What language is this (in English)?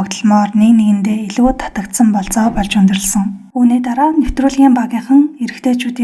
Mongolian